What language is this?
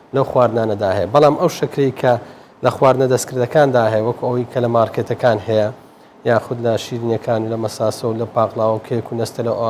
Central Kurdish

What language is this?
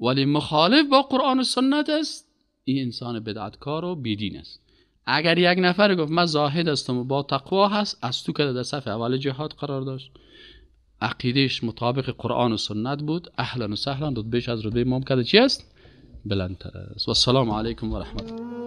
Persian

